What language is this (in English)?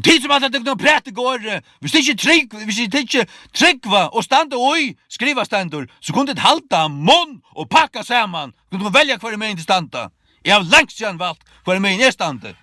Faroese